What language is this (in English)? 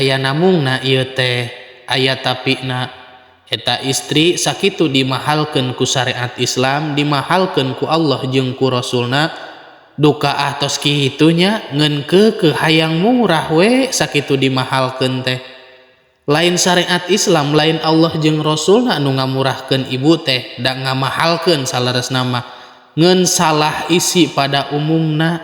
Sundanese